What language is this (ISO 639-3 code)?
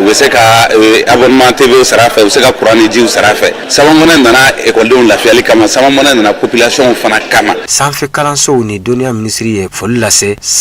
bam